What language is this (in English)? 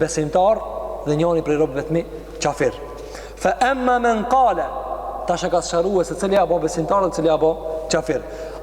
Albanian